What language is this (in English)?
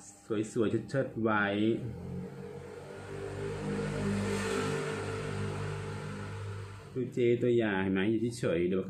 Thai